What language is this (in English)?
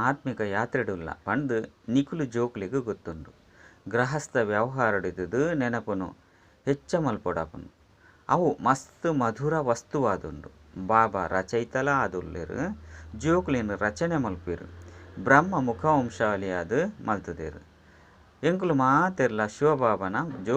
Tulu